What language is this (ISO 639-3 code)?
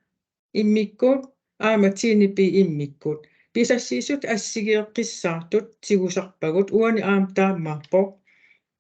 kal